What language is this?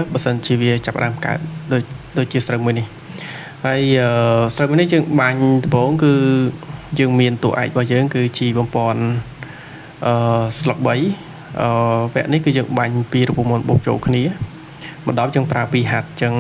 Khmer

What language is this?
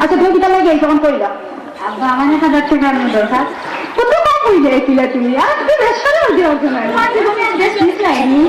Sylheti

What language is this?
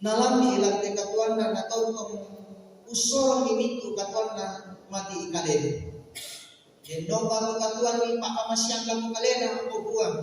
Toraja-Sa'dan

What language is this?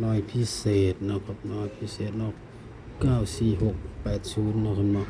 Northeastern Thai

